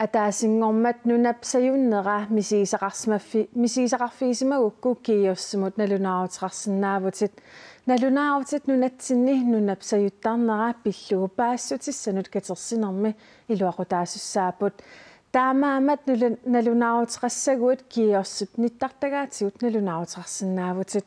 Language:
Kalaallisut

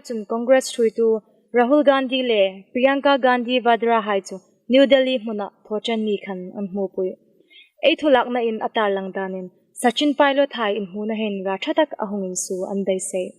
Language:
Hmar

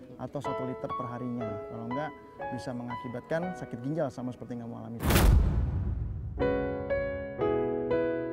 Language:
Indonesian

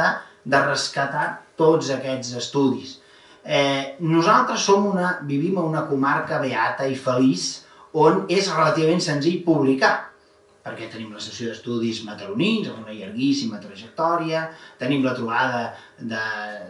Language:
Catalan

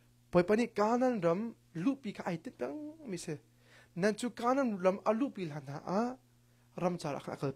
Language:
Hakha Chin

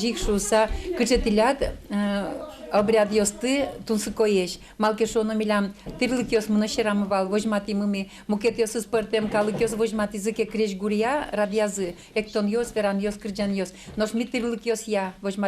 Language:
Udmurt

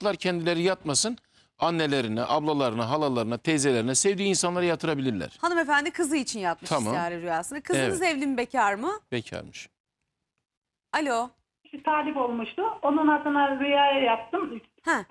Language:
Turkish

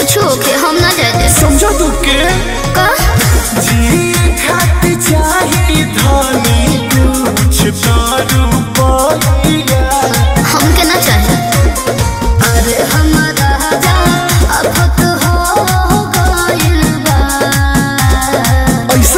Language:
Bhojpuri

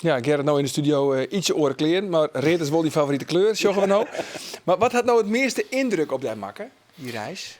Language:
Western Frisian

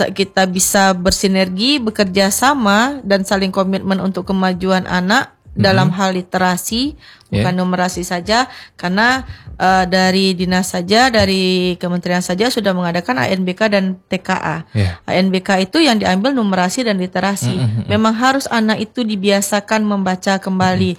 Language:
Indonesian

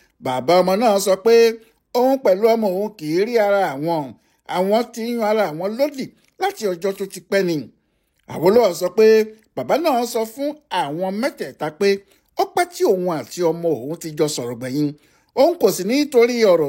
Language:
Yoruba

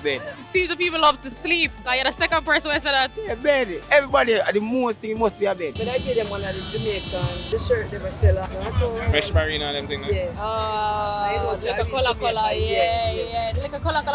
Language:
Jamaican Creole English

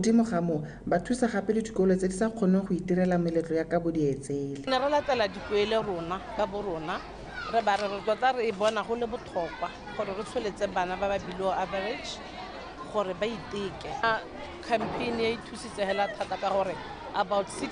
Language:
Tswana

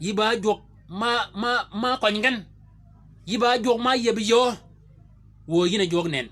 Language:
Shilluk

